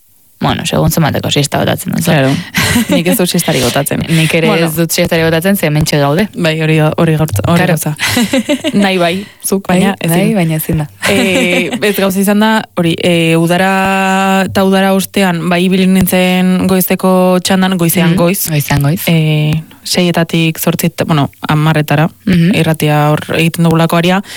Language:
Basque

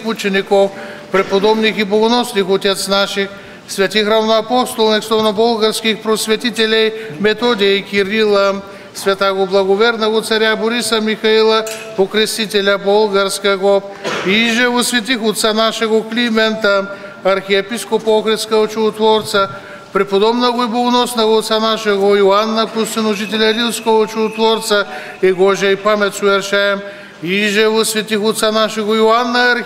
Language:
Bulgarian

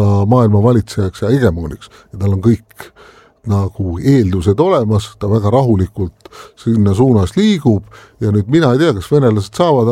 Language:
Estonian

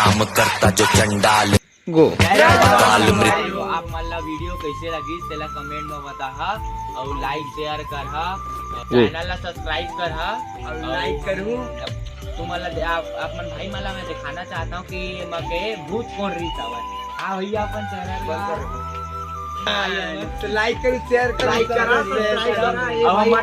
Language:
Chhattisgarhi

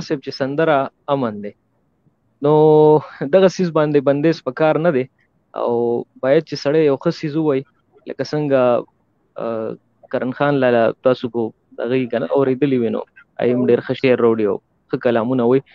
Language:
Pashto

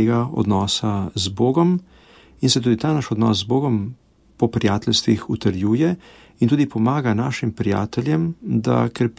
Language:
Slovenian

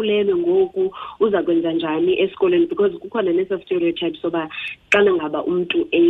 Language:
Xhosa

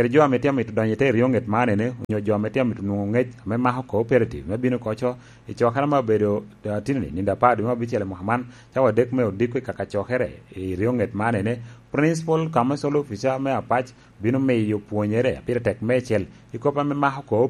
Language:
Lango (Uganda)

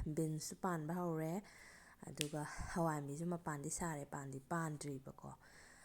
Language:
Manipuri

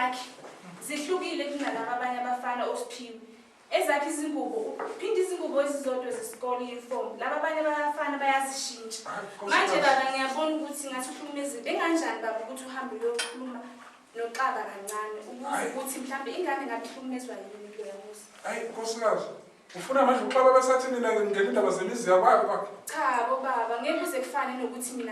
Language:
Zulu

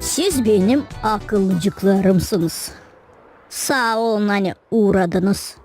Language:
Gagauz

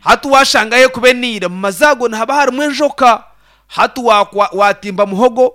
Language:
Nyankole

